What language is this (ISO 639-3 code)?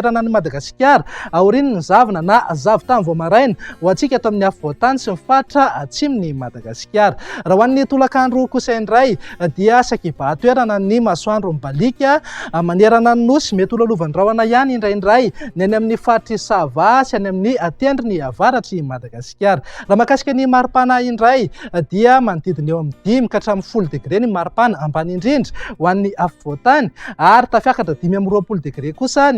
mlg